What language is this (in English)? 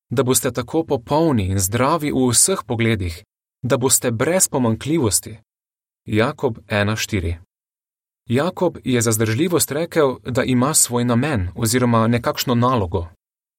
Slovenian